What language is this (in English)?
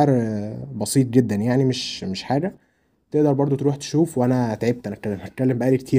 Egyptian Arabic